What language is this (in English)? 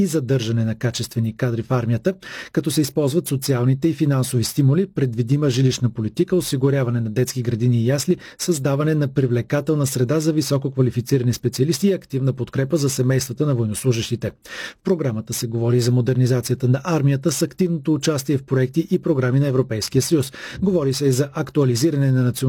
Bulgarian